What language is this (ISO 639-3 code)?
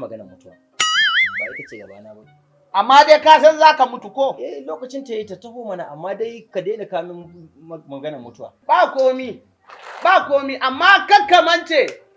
hau